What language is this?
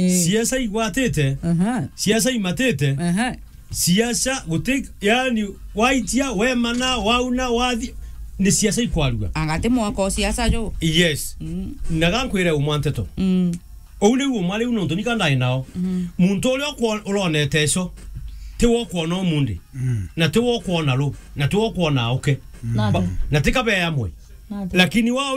Meru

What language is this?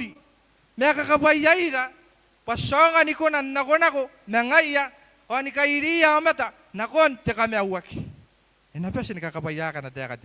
Gilbertese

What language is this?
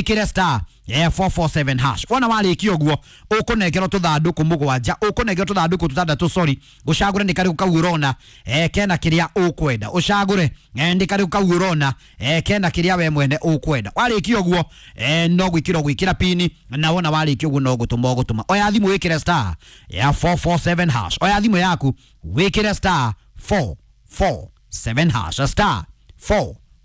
Kikuyu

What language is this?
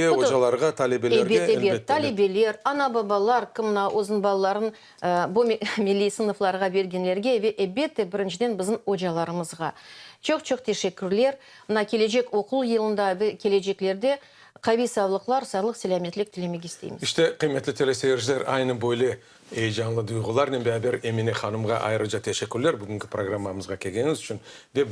Crimean Tatar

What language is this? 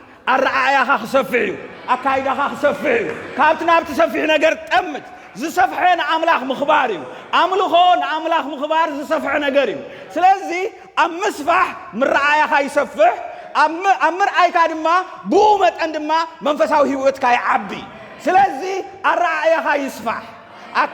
Tigrinya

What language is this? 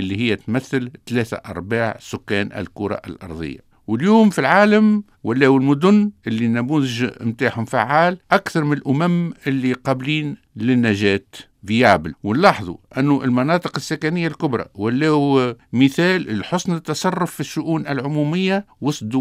Tunisian Arabic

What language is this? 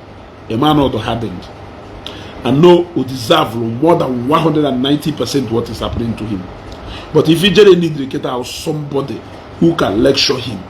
Igbo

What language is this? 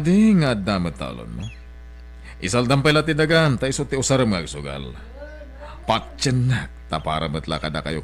Iloko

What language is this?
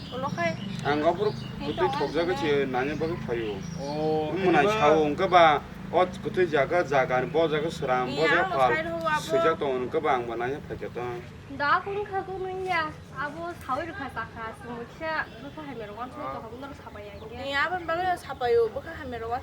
Kok Borok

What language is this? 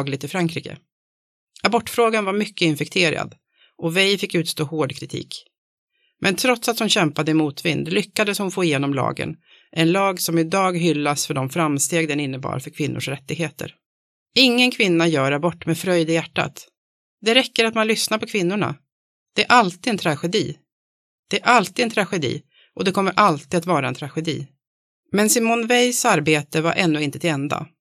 Swedish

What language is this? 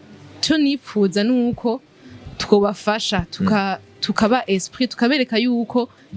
Rundi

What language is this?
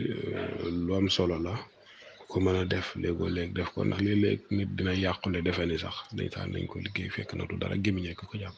Wolof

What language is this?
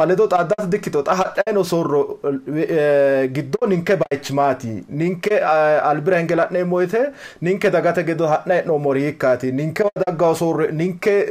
Sidamo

